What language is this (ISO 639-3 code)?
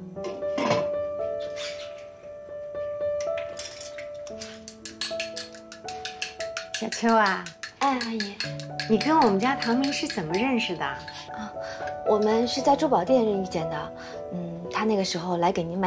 zho